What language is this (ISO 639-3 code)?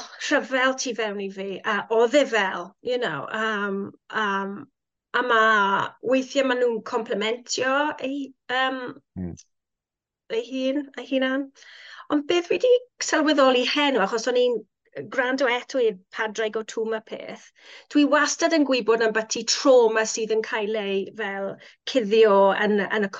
cym